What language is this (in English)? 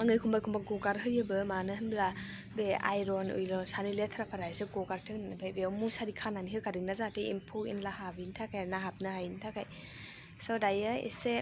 Bodo